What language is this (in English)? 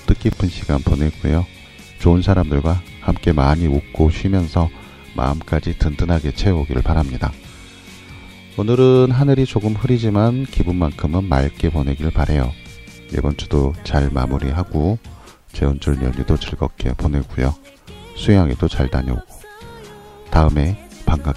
Korean